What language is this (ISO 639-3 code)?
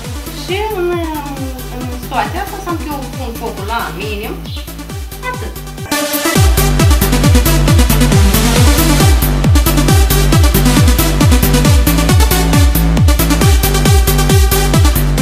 ron